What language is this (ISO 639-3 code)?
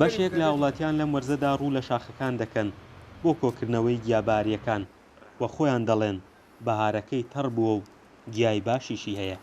ckb